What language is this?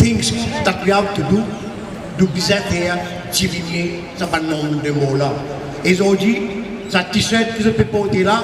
Morisyen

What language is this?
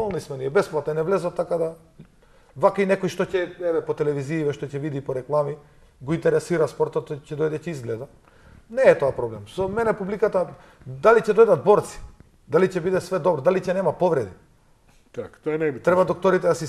Macedonian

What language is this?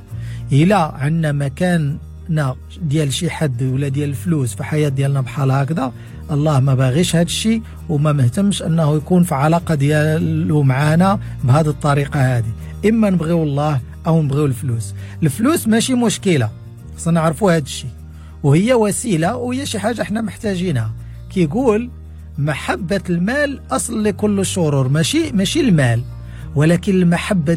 Moroccan Arabic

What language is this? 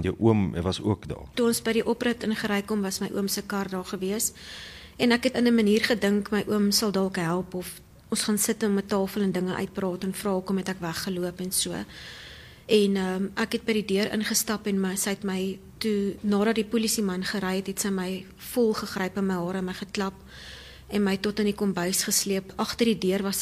Afrikaans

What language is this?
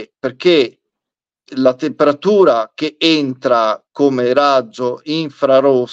Italian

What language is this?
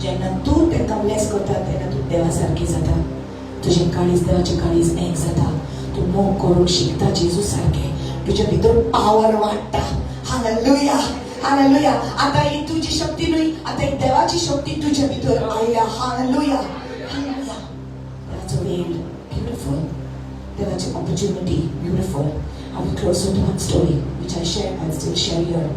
Konkani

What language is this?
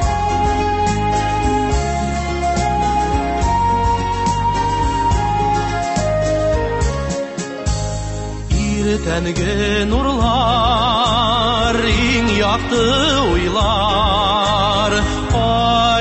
Tatar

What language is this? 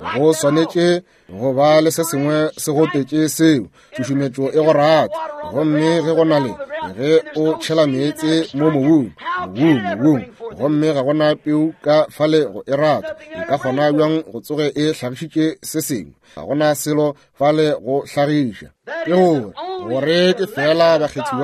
Northern Sotho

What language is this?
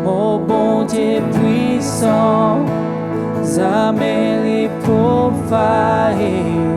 Morisyen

